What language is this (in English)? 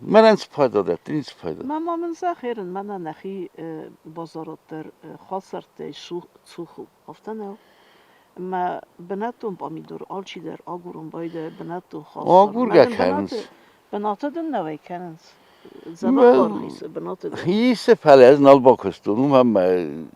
Ossetic